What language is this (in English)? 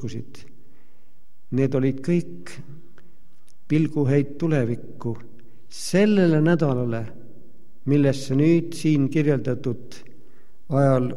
Estonian